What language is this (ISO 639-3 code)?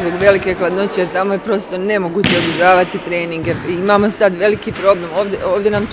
srp